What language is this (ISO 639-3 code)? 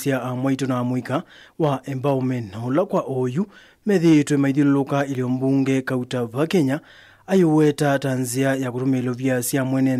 kam